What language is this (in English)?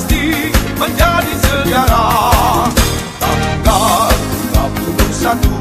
Malay